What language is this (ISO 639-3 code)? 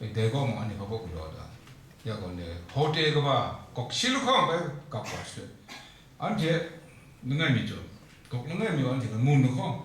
kac